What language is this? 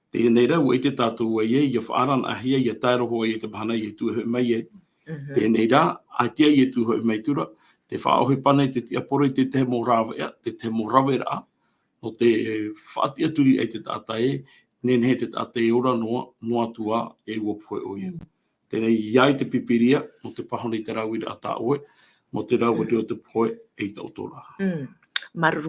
Tahitian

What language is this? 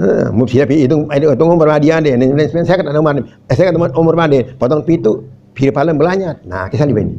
Sasak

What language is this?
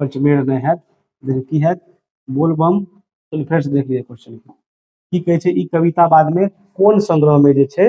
Maithili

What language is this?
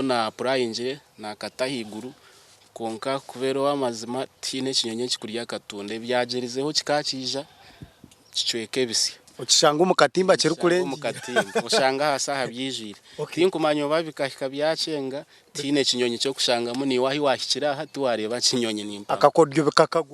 Nyankole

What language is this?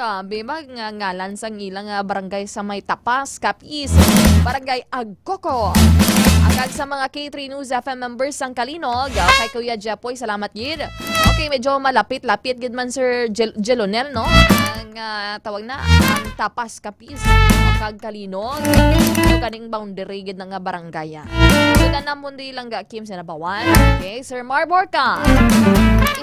Hiligaynon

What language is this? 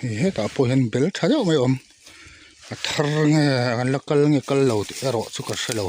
Mizo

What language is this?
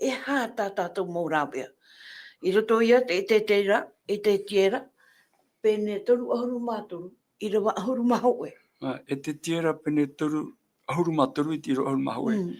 Tahitian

